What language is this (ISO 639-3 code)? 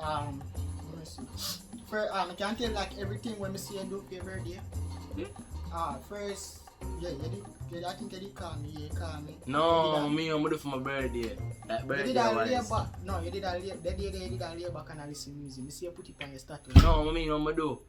jam